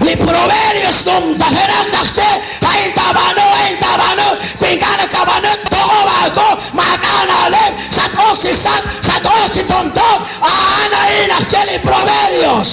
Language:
Kekchí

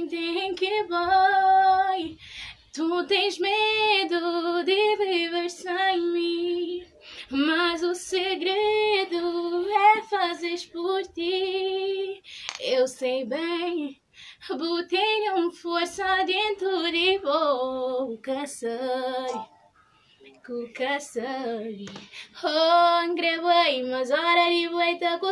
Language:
Kabuverdianu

